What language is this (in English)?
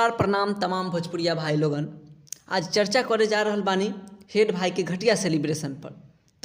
Bhojpuri